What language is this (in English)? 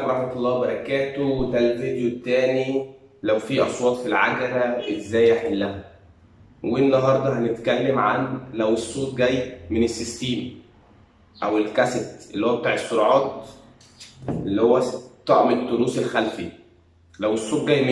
Egyptian Arabic